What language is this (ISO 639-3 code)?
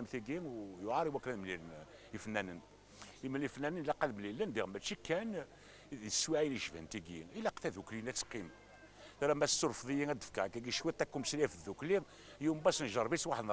kab